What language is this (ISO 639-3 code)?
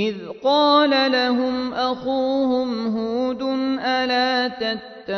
ara